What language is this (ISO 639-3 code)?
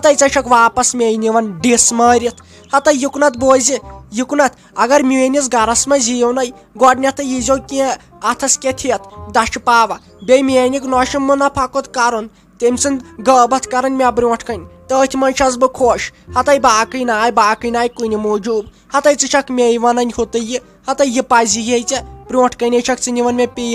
kas